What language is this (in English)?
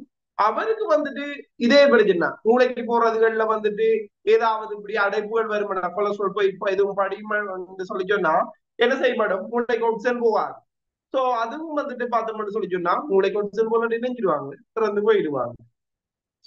Tamil